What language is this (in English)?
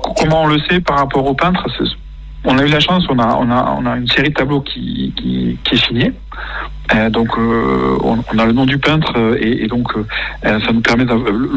French